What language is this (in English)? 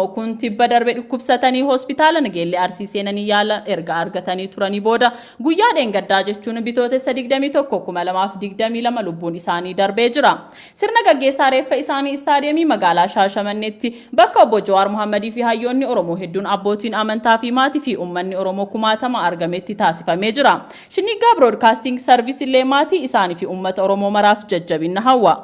Oromo